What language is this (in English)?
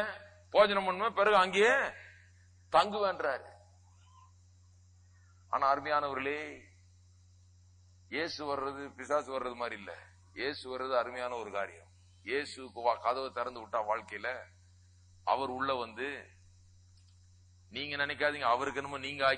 Tamil